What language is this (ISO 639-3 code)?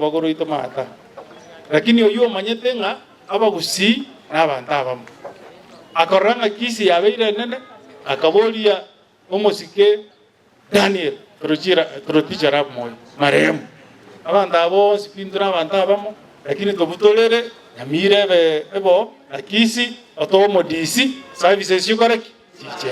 guz